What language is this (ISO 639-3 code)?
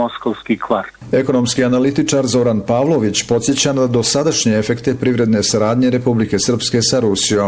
bos